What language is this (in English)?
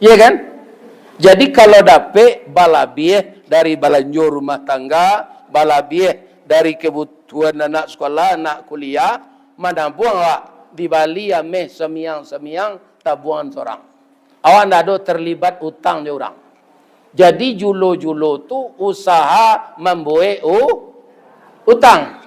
Minangkabau